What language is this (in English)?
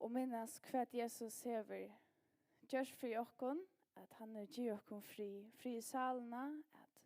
Faroese